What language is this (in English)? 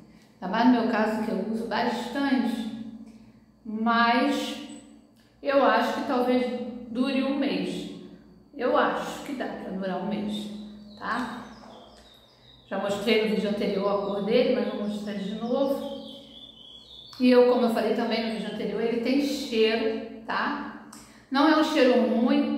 Portuguese